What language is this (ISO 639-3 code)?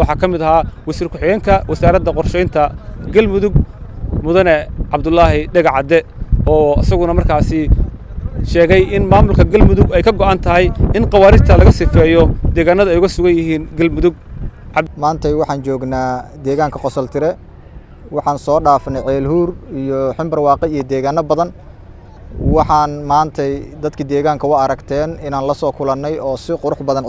som